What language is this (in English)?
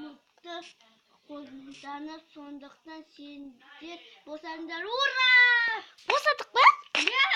Kazakh